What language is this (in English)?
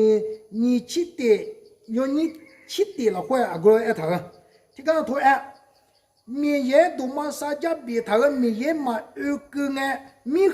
Akha